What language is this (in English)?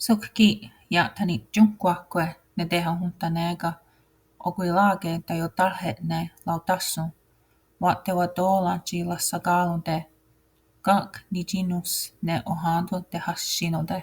Mohawk